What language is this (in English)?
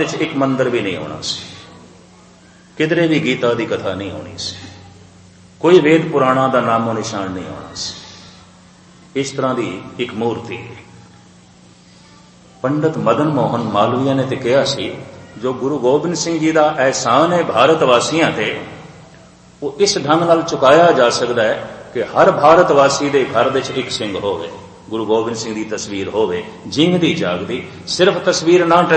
Punjabi